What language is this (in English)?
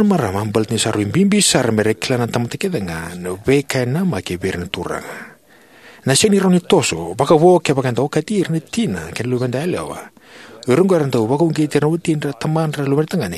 Fijian